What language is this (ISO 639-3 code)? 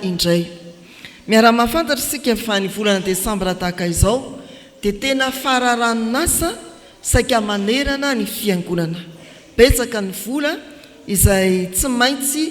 mlg